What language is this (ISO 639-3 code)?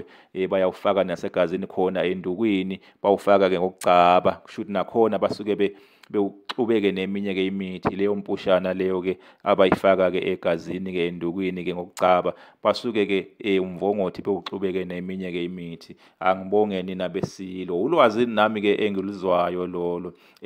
zul